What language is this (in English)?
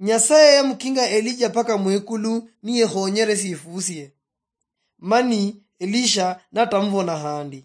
Luyia